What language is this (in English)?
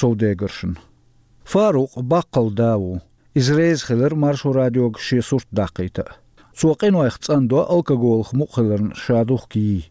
Chechen